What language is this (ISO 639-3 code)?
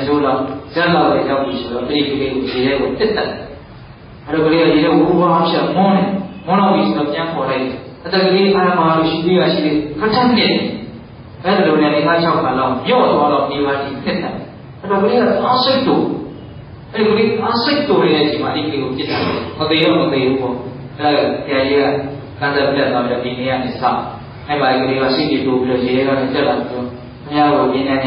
mya